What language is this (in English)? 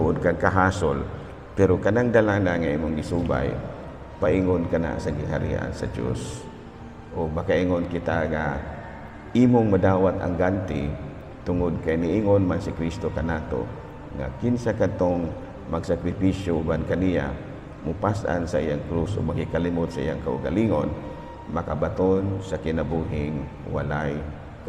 Cebuano